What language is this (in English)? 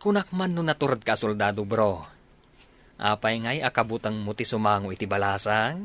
Iloko